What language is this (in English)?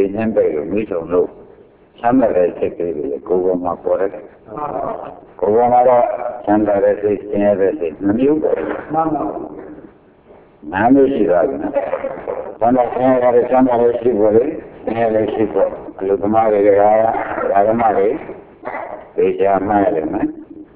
Burmese